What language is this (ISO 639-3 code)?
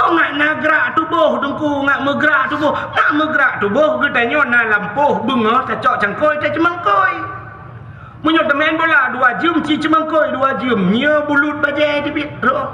ace